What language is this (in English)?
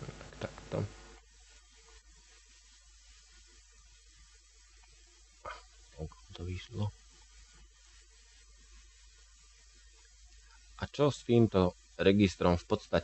Slovak